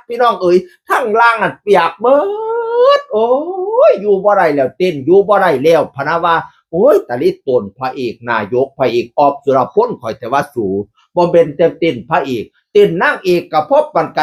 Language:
Northeastern Thai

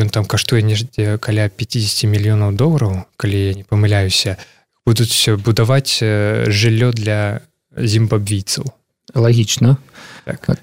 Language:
Belarusian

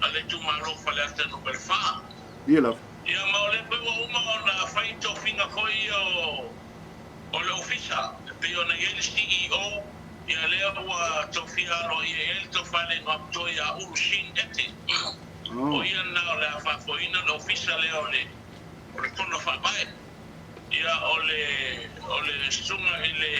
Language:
Samoan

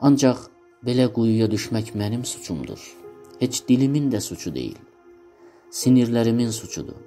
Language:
South Azerbaijani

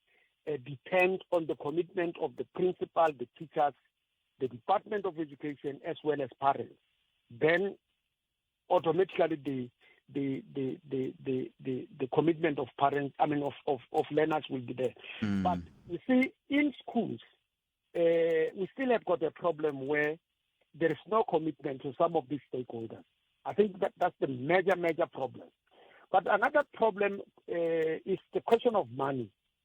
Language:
Tsonga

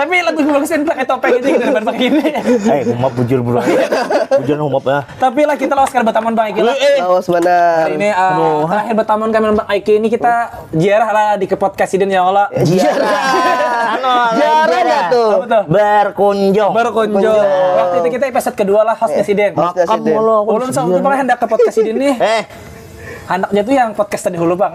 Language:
Banjar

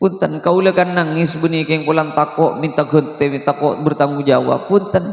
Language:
Madurese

